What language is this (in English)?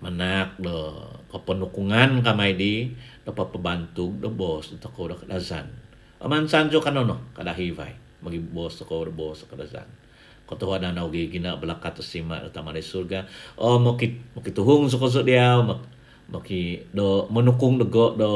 Central Dusun